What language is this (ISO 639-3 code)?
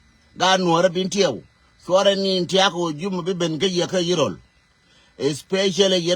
nus